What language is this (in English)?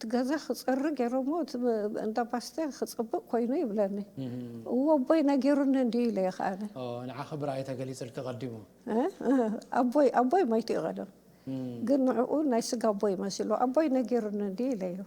Tigrinya